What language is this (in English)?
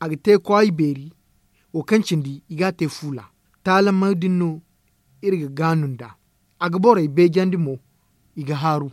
Zarma